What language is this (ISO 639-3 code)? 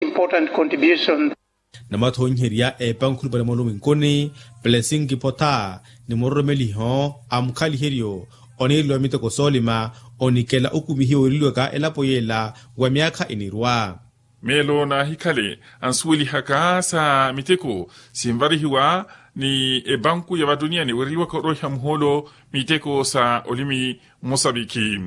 vmw